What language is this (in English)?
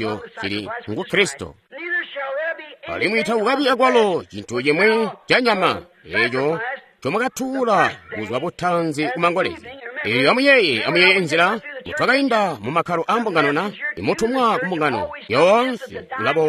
Tonga (Zambia)